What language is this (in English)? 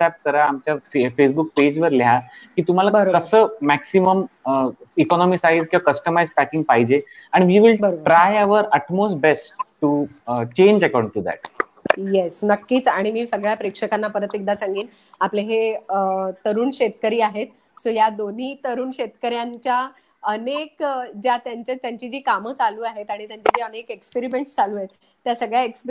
Marathi